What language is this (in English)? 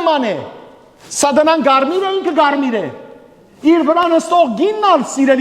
Western Armenian